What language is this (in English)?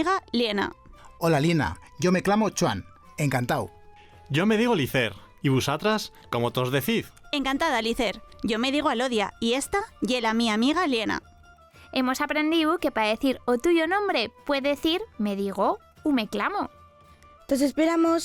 Aragonese